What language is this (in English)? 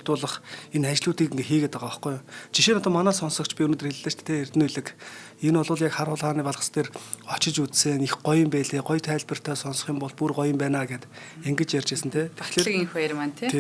Mongolian